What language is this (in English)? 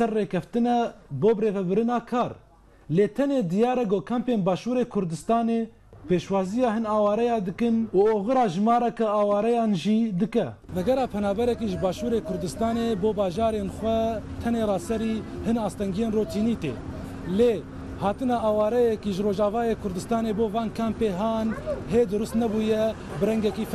Kurdish